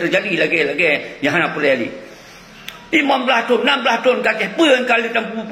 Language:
Achinese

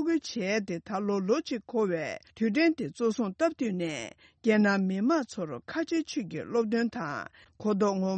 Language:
Tibetan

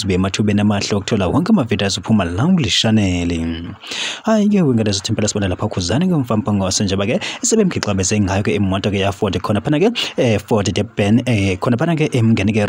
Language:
Zulu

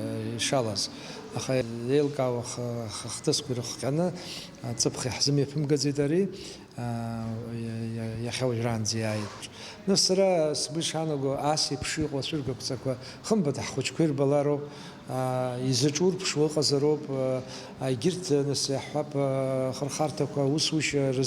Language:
Abkhazian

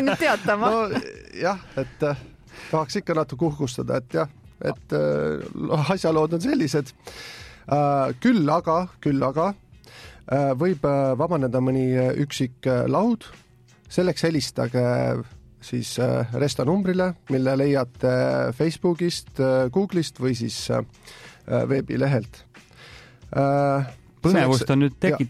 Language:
Estonian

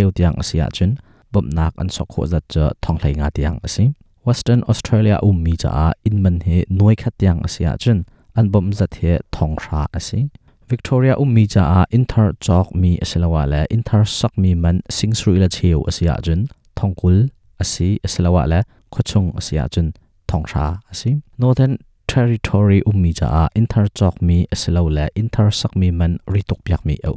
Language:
Hakha Chin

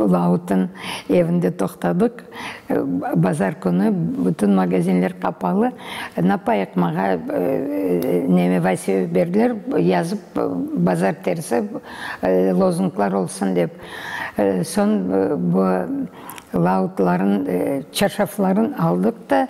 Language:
Crimean Tatar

